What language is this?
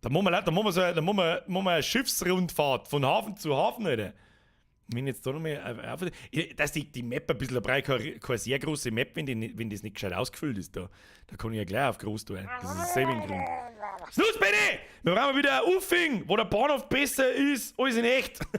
Bavarian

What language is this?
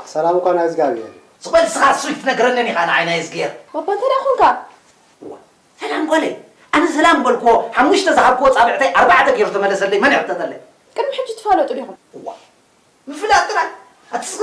Tigrinya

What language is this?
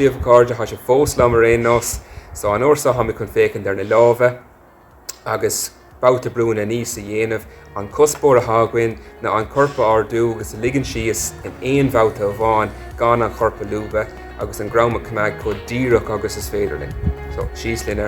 Irish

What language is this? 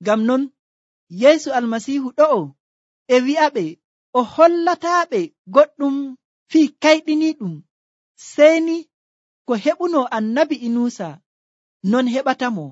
Nigerian Fulfulde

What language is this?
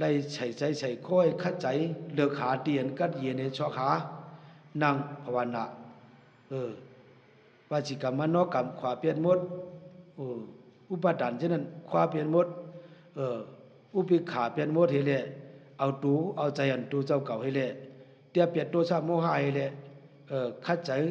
Shan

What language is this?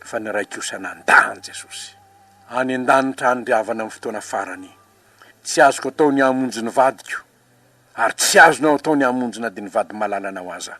Malagasy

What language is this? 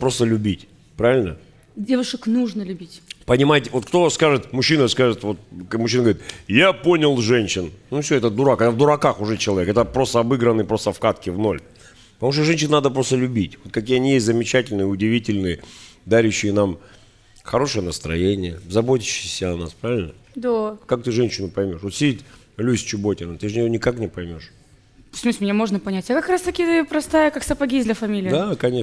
Russian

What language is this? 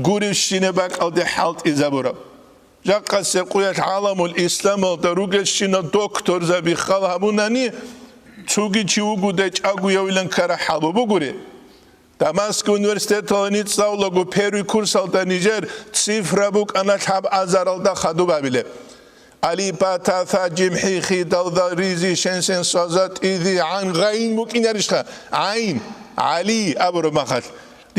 Avaric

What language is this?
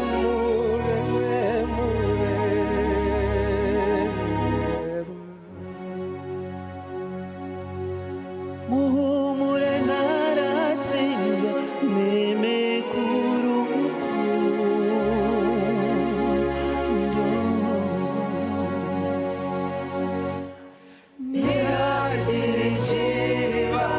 Kinyarwanda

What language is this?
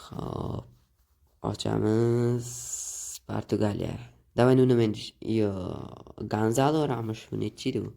Uzbek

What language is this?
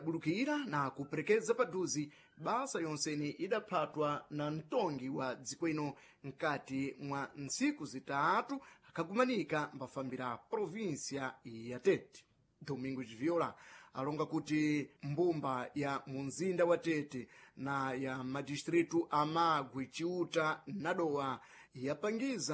Sena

